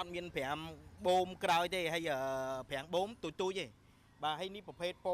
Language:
Khmer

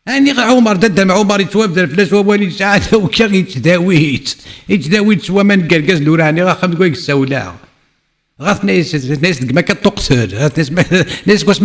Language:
Kabyle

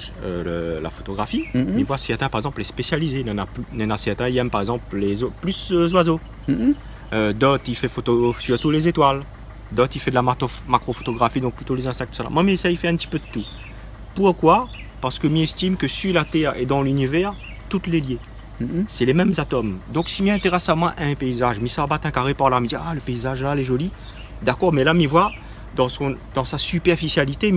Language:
Réunion Creole French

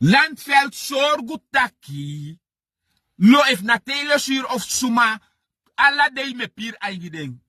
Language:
Sranan Tongo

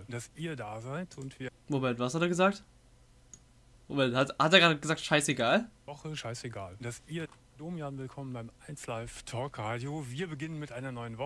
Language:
German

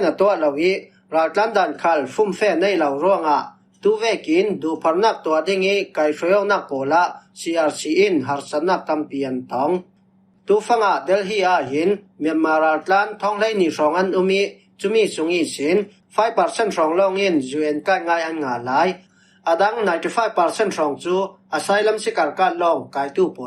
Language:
Falam Chin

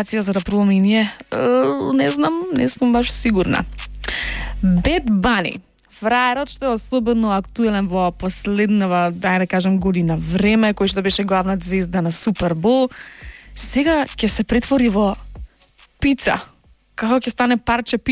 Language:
Macedonian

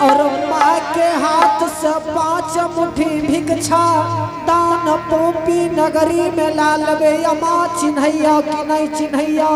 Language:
Angika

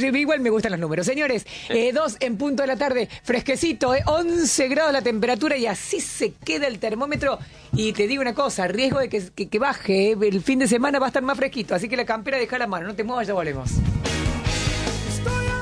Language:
Spanish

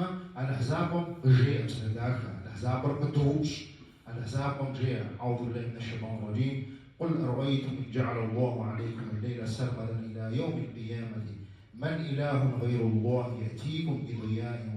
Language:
Kabardian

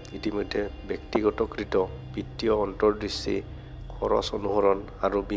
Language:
Assamese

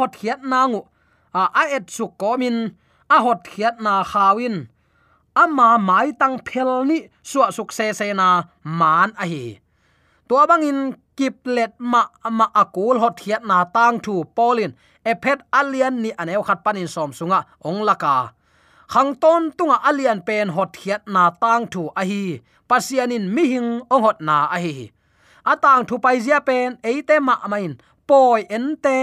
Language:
Tedim Chin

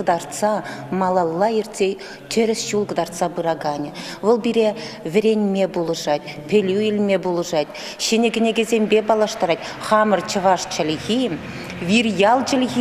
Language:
Chuvash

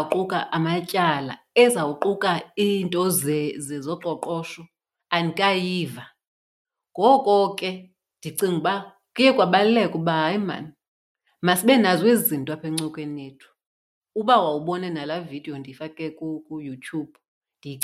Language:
Xhosa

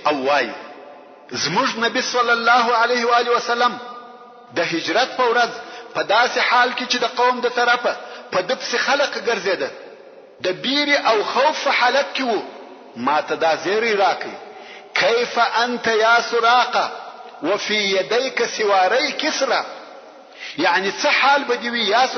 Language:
Pashto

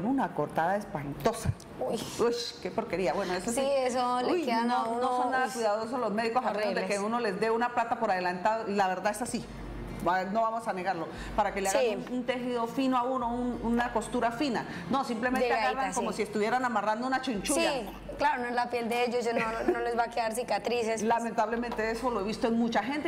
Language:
Spanish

